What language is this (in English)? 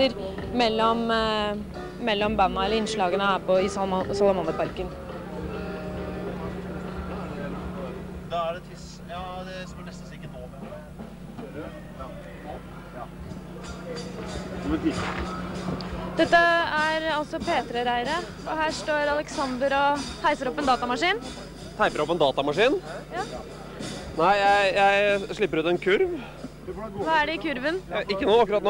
Norwegian